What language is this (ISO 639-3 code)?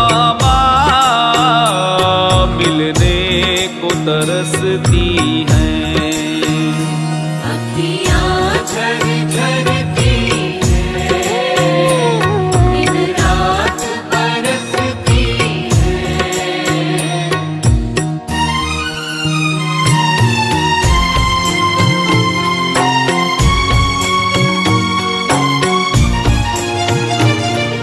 hin